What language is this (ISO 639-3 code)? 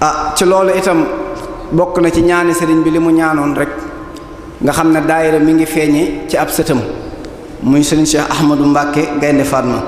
wol